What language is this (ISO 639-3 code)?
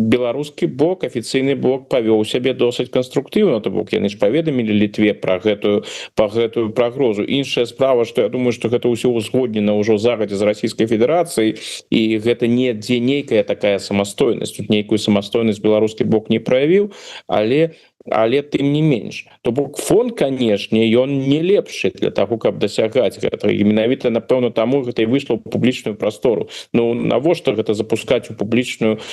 bel